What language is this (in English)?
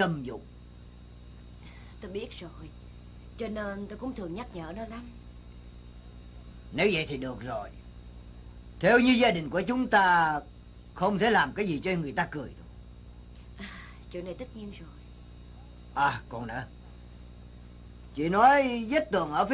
Vietnamese